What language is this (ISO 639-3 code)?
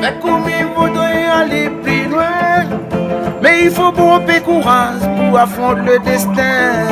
rcf